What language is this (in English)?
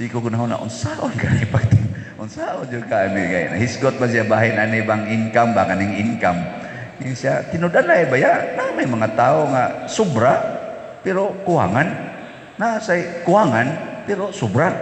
Cebuano